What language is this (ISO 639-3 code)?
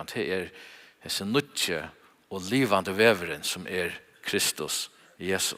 fao